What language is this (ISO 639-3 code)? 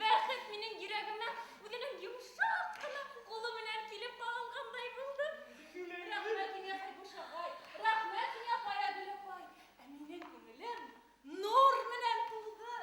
bak